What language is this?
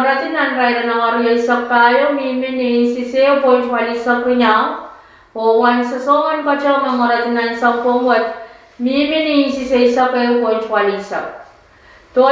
Pohnpeian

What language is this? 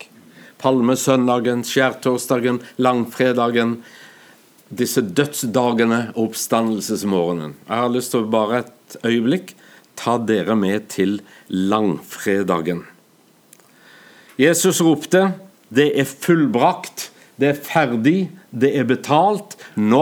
Norwegian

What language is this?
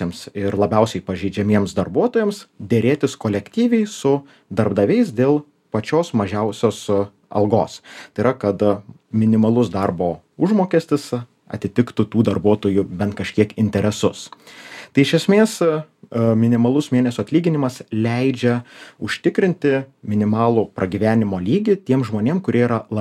Lithuanian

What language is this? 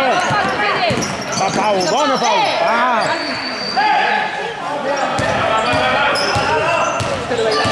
Catalan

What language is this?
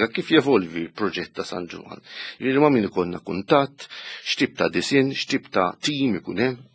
Maltese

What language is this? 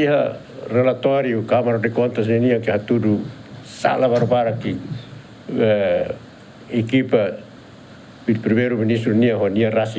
Tetum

